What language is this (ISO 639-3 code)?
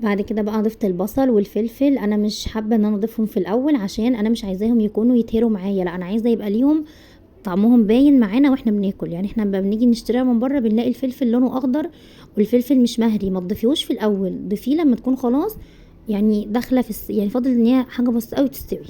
arz